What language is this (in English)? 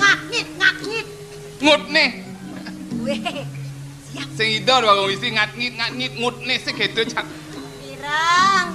Balinese